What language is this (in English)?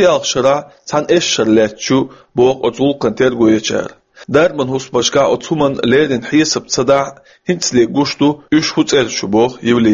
Chechen